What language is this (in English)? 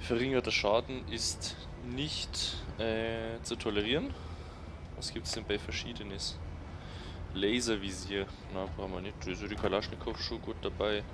Bavarian